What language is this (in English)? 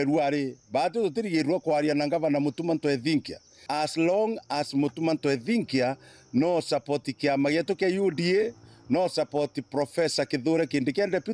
Meru